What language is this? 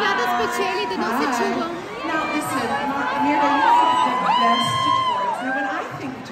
Bulgarian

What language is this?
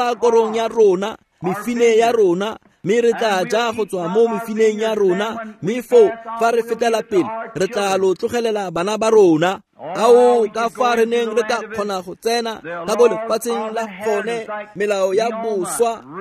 Tswana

